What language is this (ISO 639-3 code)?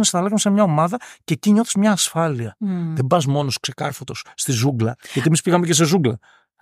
ell